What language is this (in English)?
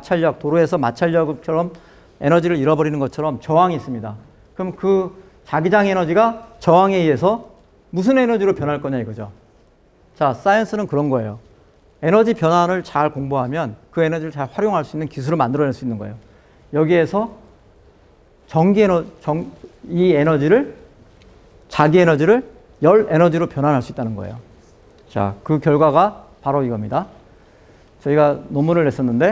Korean